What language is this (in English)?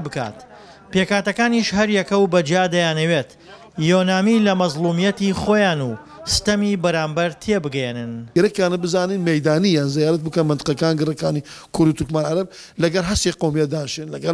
Central Kurdish